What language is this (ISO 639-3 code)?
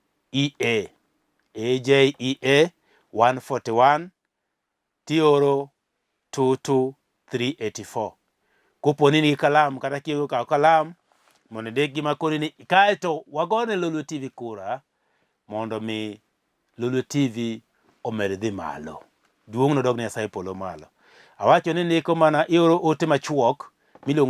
luo